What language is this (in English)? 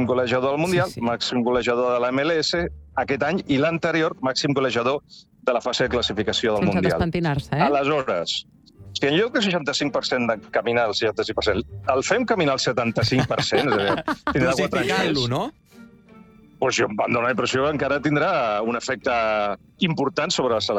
Catalan